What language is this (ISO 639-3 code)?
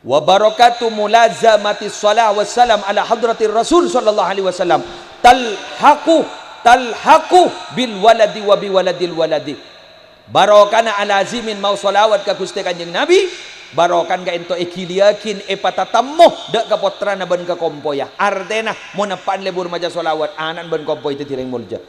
mad